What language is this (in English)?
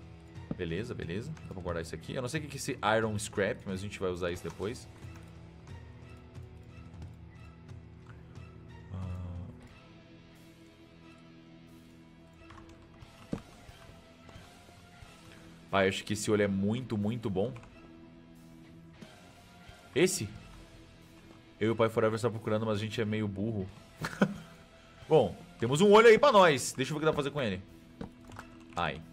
Portuguese